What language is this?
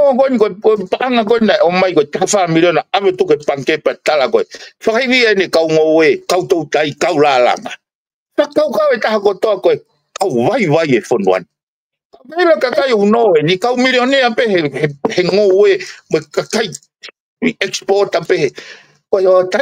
Tongan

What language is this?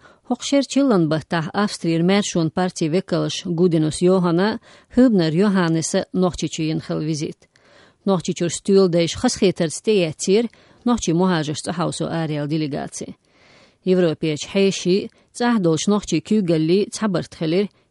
Chechen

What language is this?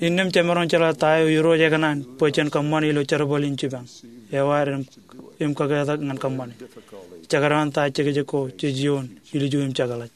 Marshallese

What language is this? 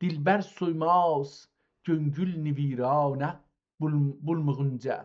South Azerbaijani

